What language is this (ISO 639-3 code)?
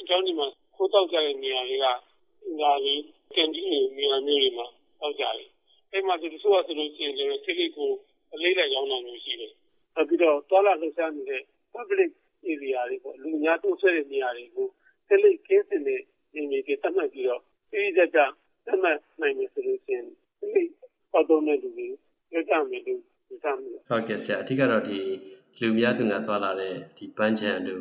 mya